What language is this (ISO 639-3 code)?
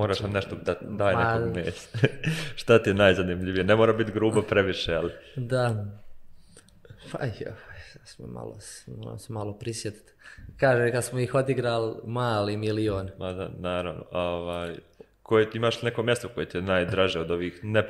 bos